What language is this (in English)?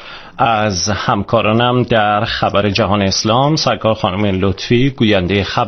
Persian